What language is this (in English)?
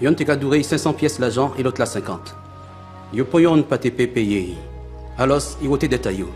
Guadeloupean Creole French